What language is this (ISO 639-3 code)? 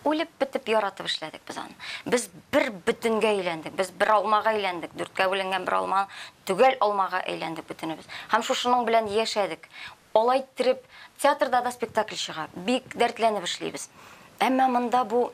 tat